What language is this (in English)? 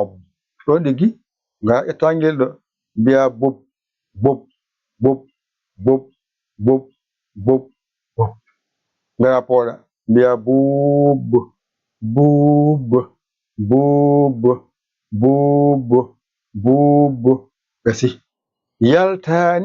Fula